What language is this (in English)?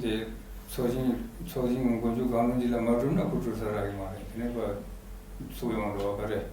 Tibetan